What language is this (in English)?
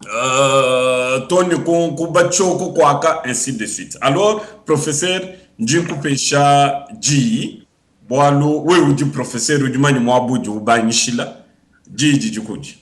Luba-Lulua